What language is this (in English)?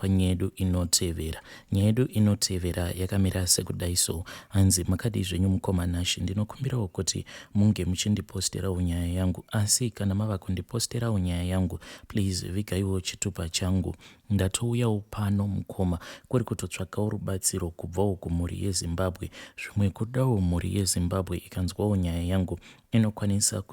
Shona